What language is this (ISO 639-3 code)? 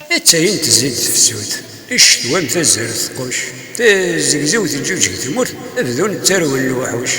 kab